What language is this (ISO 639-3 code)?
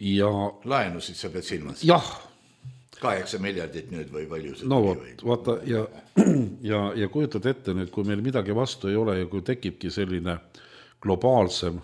est